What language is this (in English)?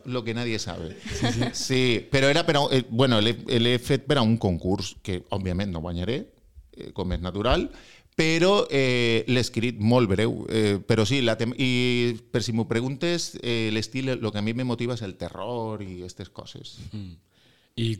Catalan